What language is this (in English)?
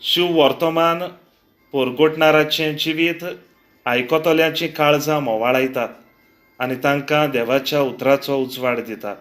Konkani